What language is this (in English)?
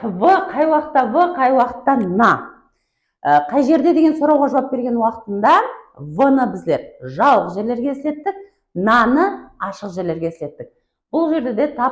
Kara-Kalpak